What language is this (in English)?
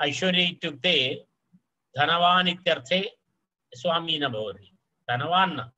Sanskrit